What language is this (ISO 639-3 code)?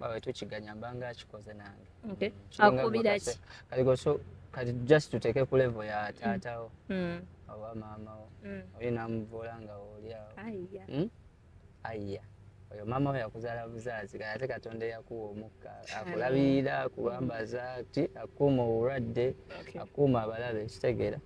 lug